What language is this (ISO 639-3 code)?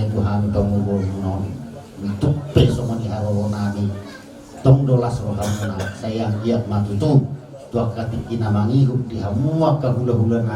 bbc